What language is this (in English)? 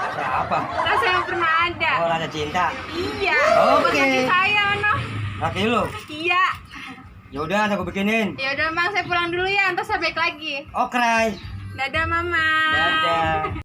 Betawi